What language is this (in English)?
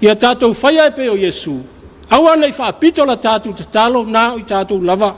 Samoan